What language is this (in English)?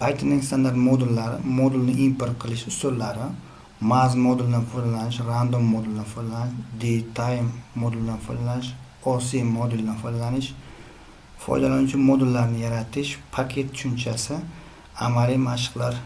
Uzbek